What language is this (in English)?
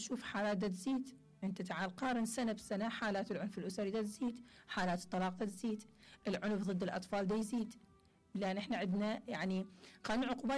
Mesopotamian Arabic